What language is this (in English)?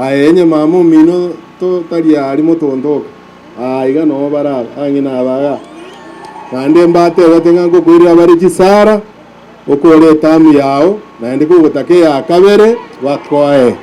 Gusii